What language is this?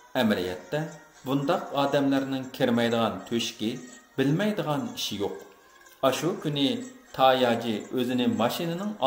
Uyghur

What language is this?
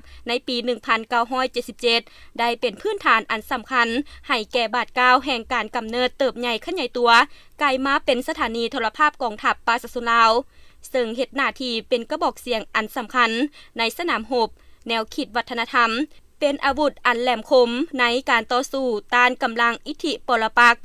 Lao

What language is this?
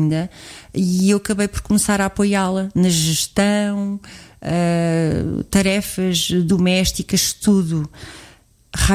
Portuguese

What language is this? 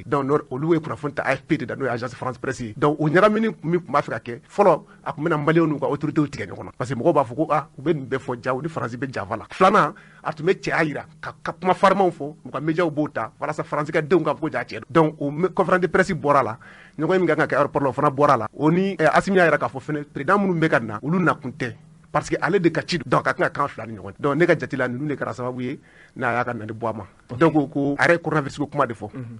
Bambara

